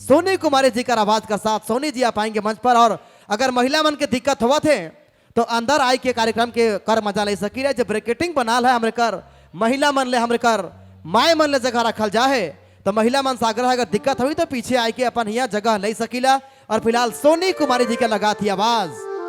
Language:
Sadri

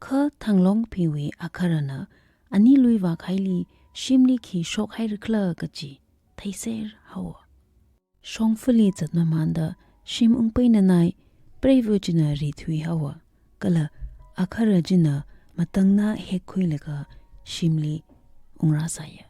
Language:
Tangkhul Naga (India)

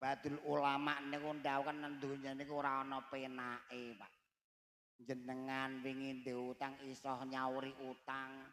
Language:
Javanese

